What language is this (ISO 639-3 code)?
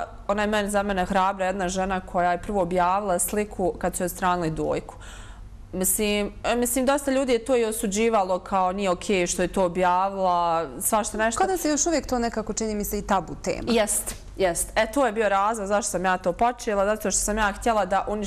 bos